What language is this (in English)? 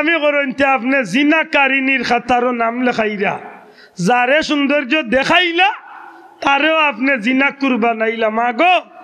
Sylheti